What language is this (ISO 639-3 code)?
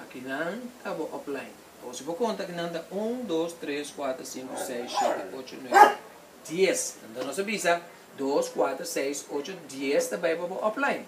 pap